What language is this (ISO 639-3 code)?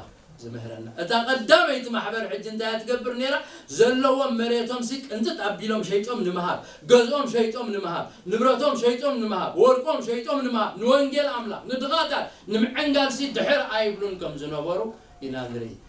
tir